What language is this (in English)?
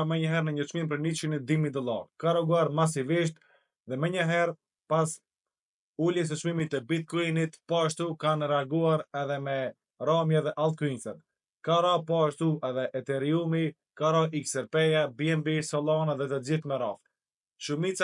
Albanian